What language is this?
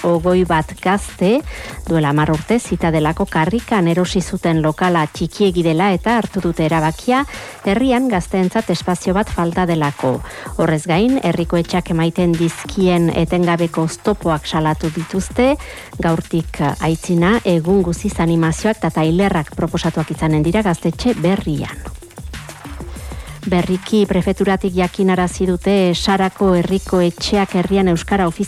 Basque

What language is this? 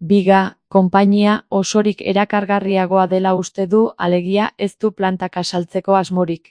Basque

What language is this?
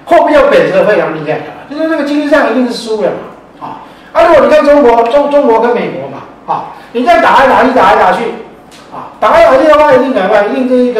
Chinese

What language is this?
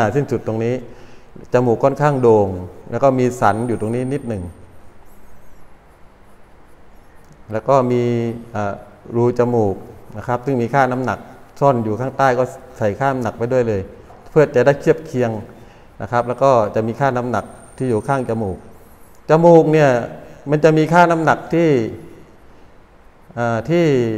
Thai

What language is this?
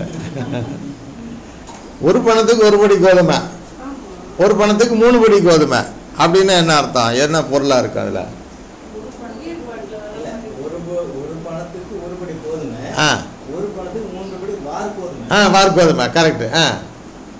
Tamil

